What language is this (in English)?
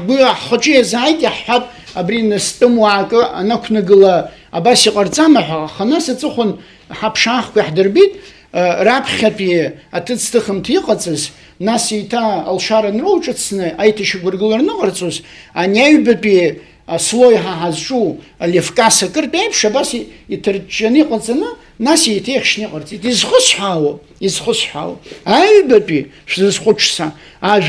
Abkhazian